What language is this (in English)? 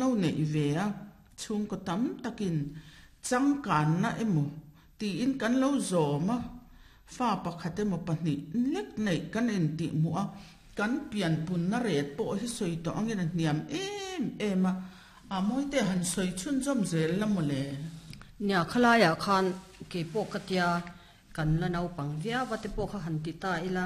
Mizo